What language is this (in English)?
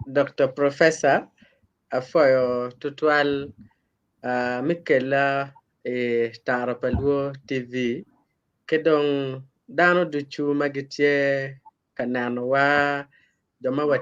Acoli